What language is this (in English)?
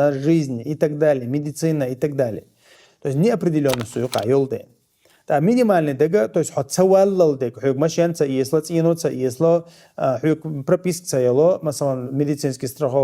Chechen